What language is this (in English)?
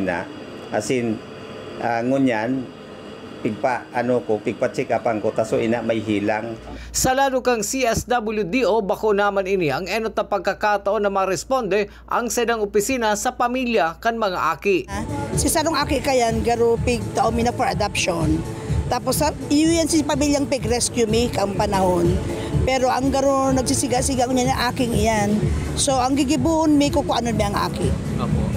Bikol